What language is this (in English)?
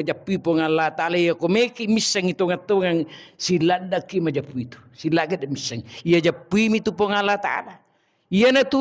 Buginese